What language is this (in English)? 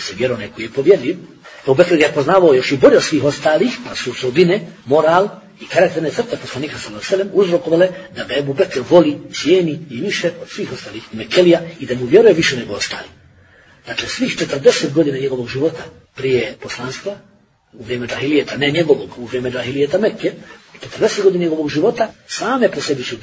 Bosnian